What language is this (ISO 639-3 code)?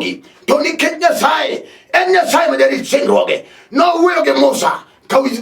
luo